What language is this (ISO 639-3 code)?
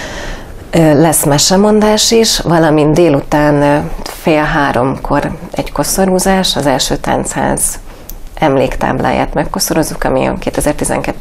hun